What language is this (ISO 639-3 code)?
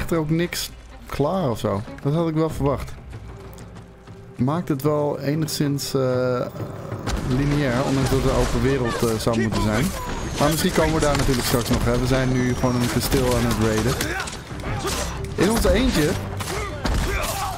nld